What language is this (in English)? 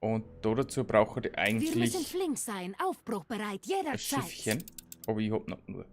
Bavarian